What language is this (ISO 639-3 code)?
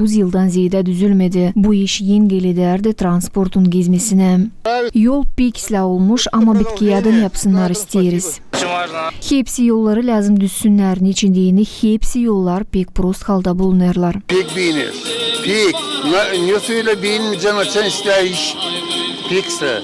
gag